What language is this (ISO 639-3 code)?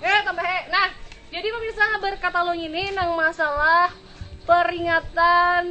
bjn